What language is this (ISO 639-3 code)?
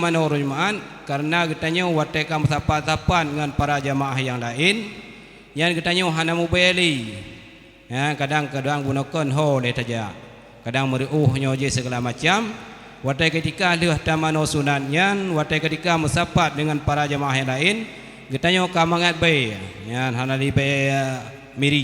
ace